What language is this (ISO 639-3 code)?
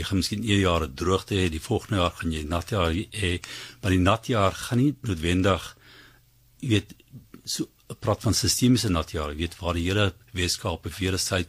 afr